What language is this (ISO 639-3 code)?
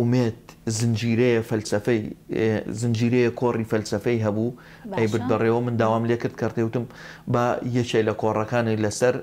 ckb